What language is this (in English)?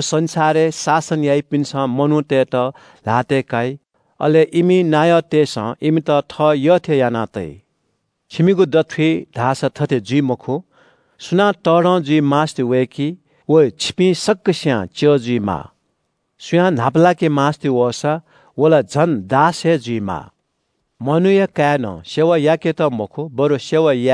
Newari